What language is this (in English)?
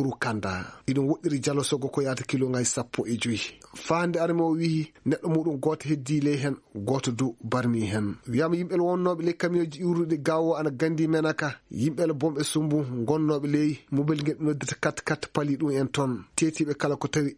Fula